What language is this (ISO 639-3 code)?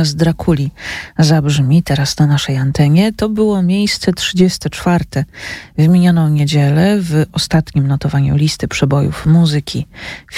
pol